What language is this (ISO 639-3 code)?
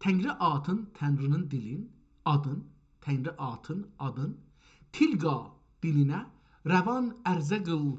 azb